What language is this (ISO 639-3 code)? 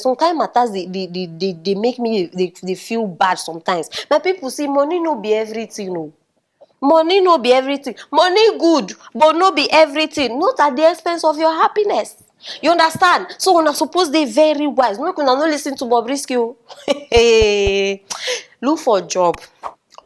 pcm